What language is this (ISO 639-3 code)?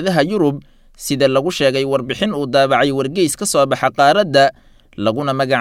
som